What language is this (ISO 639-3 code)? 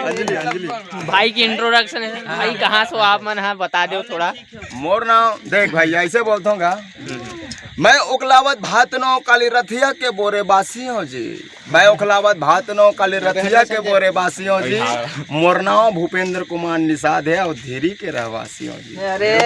hne